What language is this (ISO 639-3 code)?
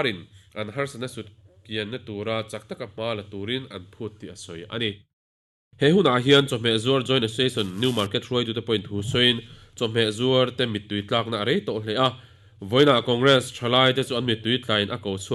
lus